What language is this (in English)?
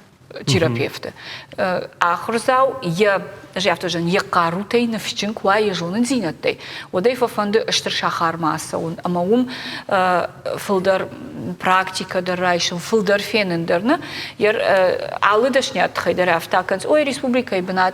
Ossetic